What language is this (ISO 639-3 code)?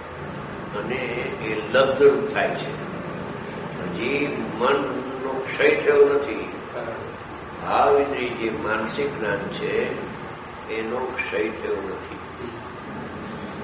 guj